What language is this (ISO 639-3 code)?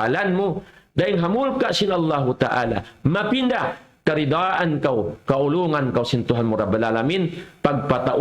tsg